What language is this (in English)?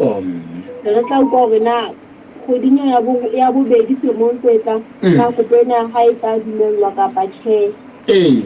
Southern Sotho